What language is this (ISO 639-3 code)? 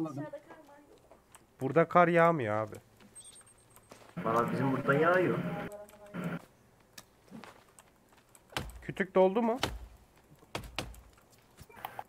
tur